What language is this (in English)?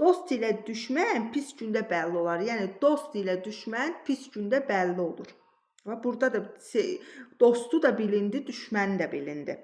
Azerbaijani